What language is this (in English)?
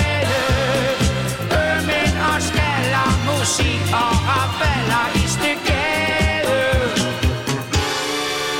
Danish